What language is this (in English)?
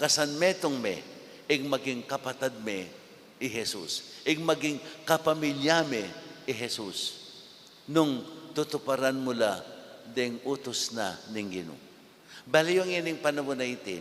Pampanga